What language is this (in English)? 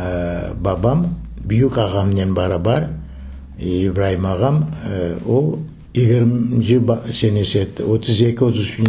Crimean Tatar